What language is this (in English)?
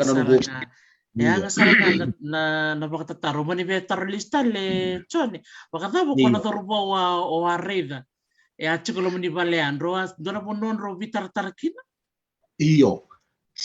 Fijian